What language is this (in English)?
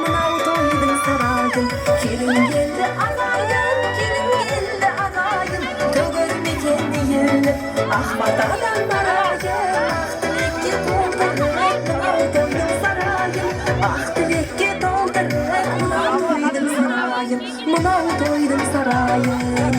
Kara-Kalpak